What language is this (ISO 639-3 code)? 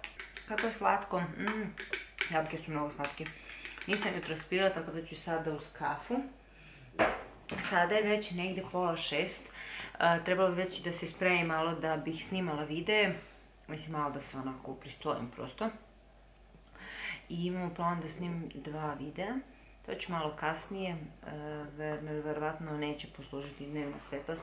srp